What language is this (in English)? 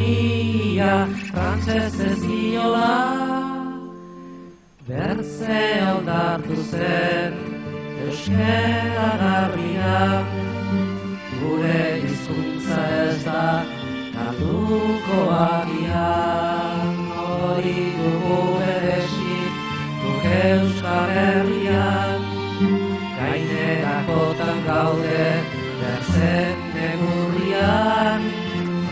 Basque